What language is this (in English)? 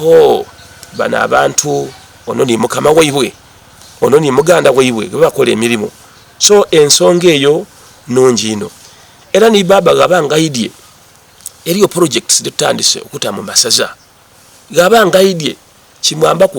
Soga